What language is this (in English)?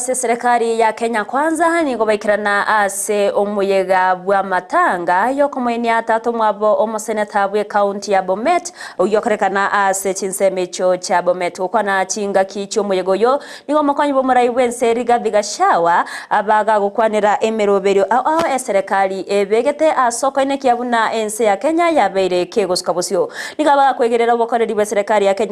Gusii